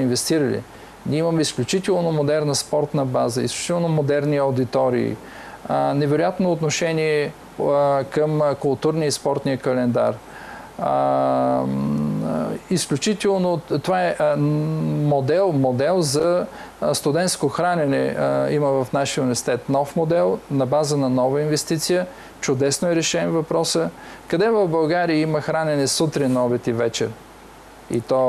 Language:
Bulgarian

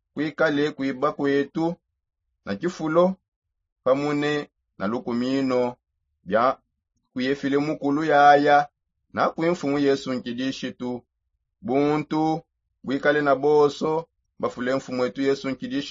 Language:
Songe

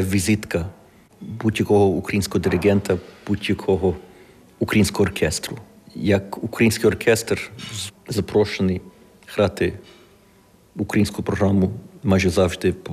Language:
Ukrainian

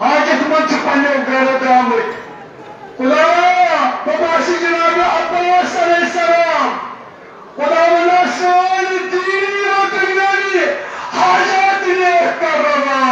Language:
Kashmiri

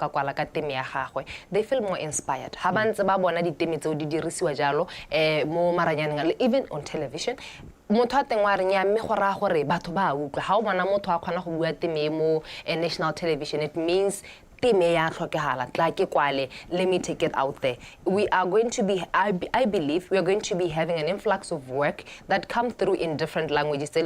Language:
Tswana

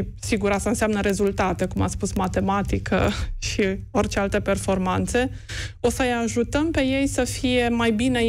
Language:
Romanian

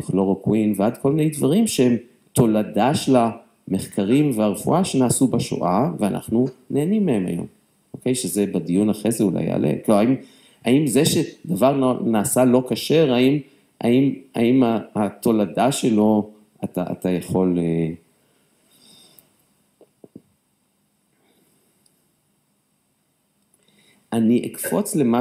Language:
Hebrew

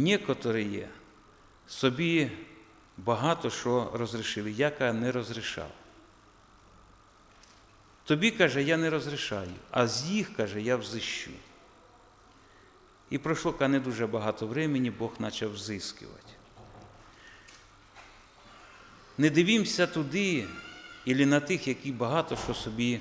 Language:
Ukrainian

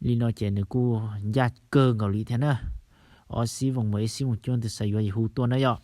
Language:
Hmong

